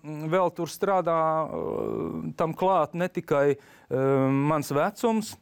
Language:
Latvian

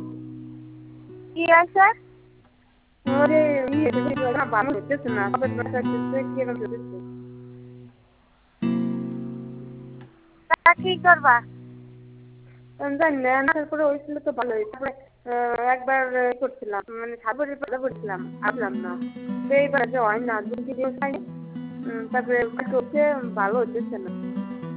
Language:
Bangla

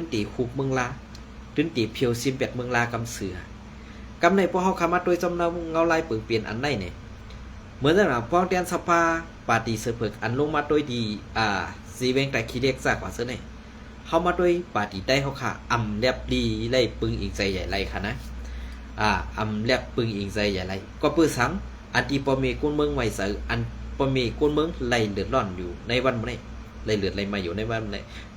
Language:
Shan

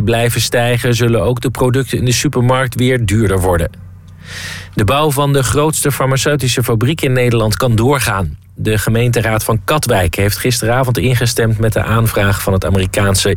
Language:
Dutch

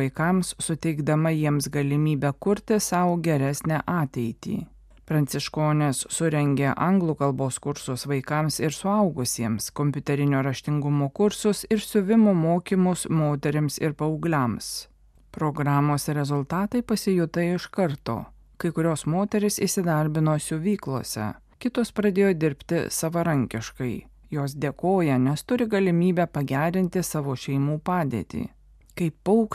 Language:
Lithuanian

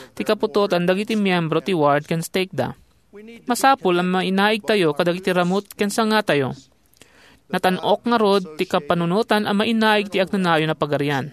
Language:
Iloko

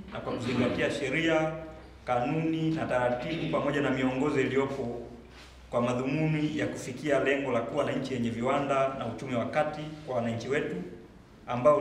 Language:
Swahili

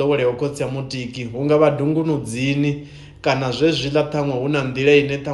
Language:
Venda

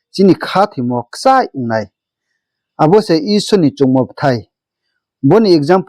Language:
Riang (India)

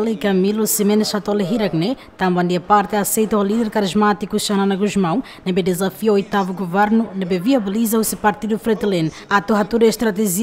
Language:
Tetum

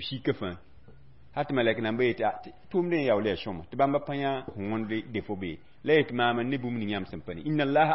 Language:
Mossi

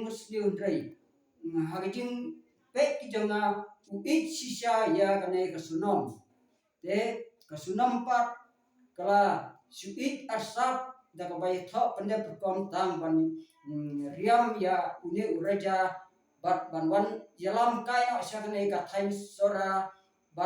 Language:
Khasi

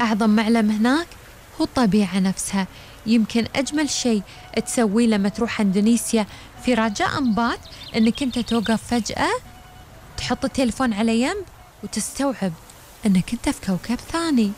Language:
Gulf Arabic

